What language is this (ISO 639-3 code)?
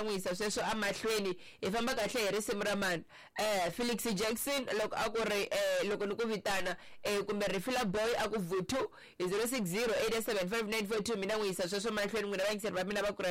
tso